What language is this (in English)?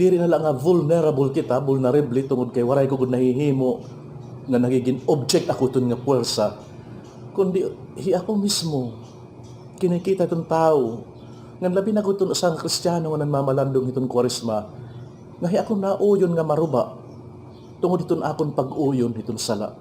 Waray